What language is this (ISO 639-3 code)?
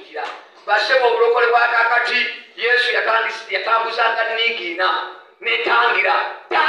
lug